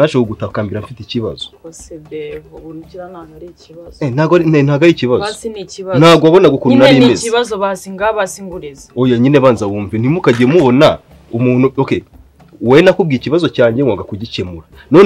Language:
Kinyarwanda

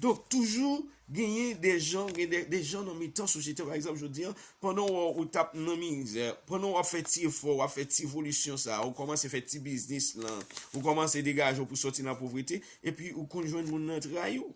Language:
Haitian Creole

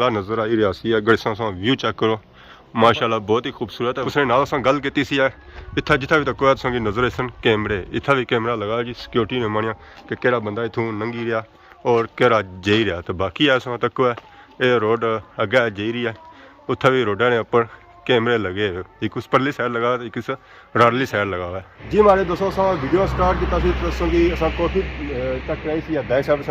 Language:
Pahari-Potwari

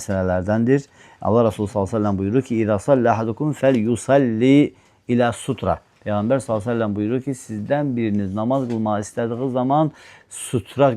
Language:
Azerbaijani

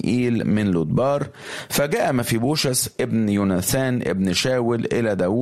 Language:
Egyptian Arabic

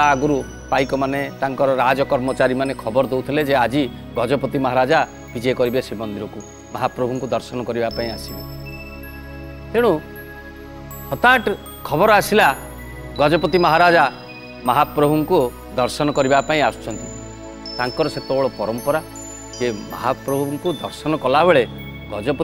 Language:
Odia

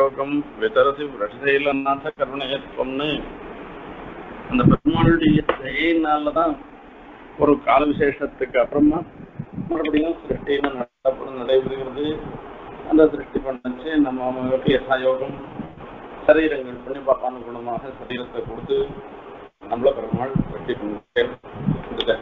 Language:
Tamil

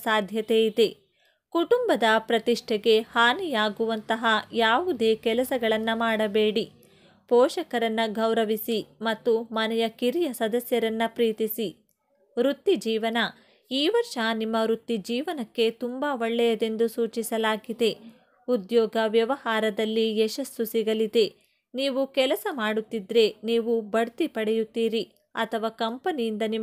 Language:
Kannada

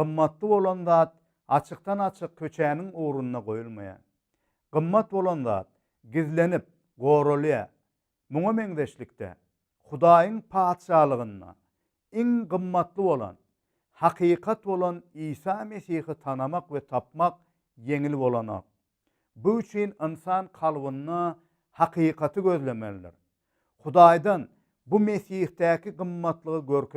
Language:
Turkmen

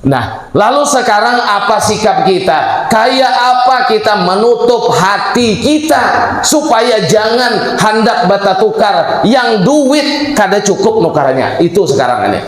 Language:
Banjar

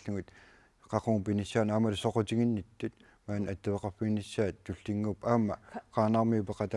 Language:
Kalaallisut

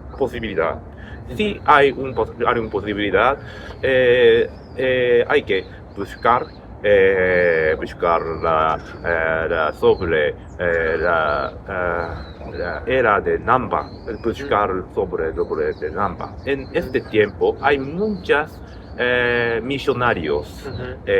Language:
Ladino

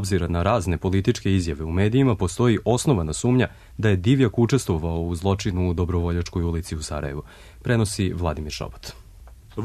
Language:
Serbian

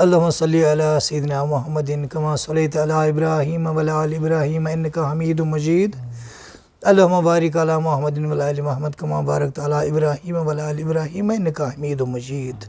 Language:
Kashmiri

